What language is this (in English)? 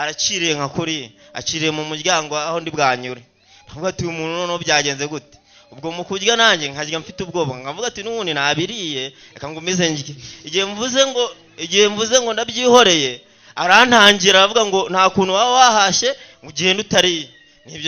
Kinyarwanda